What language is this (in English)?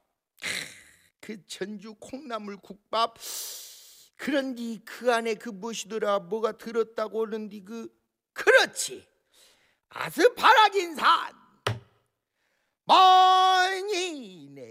Korean